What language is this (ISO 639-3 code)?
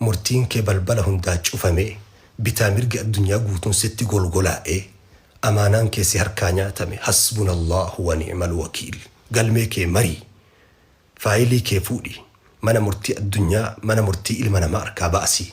orm